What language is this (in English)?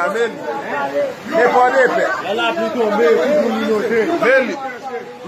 Haitian Creole